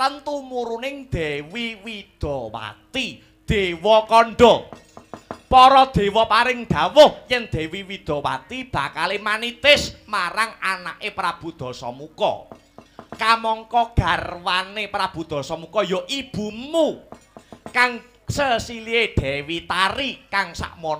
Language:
Javanese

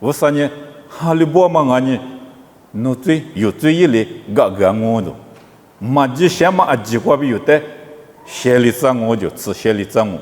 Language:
Lisu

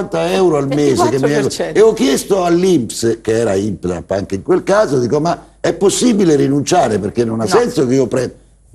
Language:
Italian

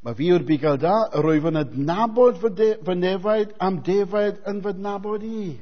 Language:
Welsh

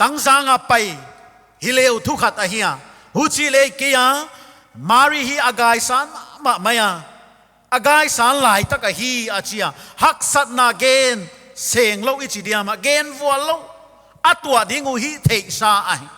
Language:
Paite Chin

